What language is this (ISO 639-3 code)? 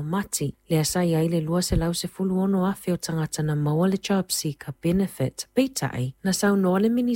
smo